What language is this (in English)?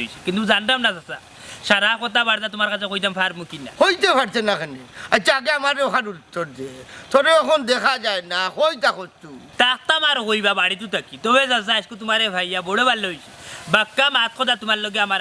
Sylheti